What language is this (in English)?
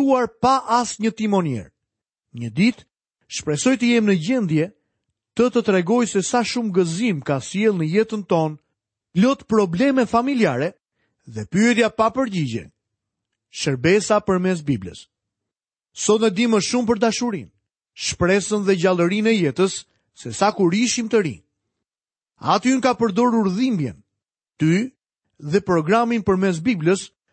Albanian